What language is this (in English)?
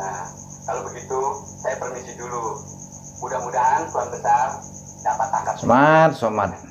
Betawi